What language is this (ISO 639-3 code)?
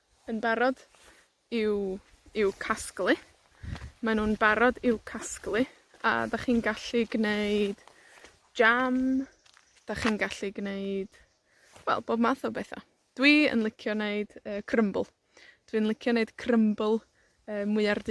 cym